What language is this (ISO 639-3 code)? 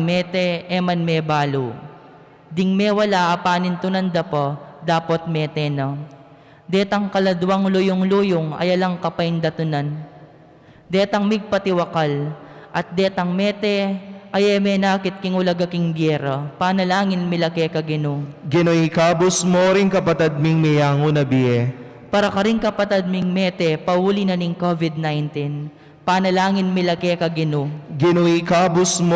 pam